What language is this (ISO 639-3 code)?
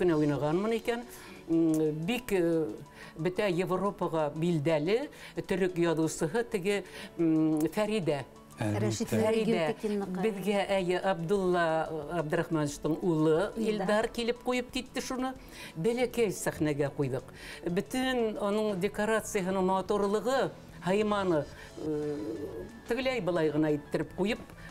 bak